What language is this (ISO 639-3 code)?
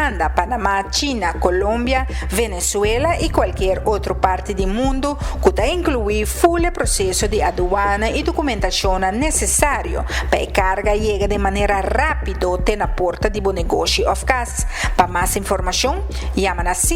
pap